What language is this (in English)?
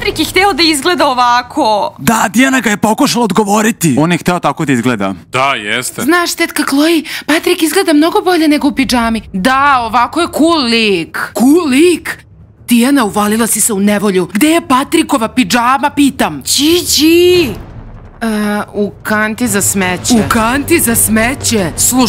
Serbian